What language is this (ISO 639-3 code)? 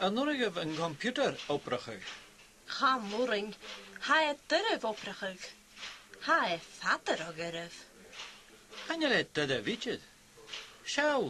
gla